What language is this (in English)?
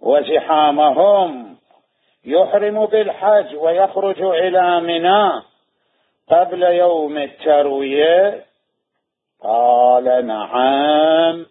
Mesopotamian Arabic